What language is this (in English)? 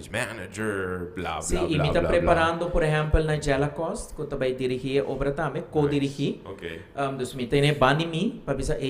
Papiamento